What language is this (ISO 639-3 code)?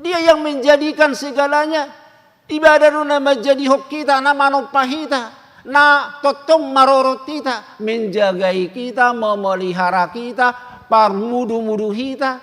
bbc